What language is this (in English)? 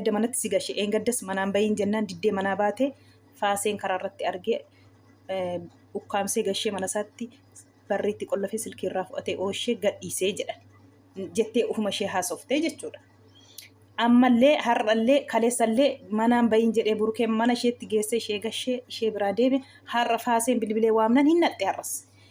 Oromo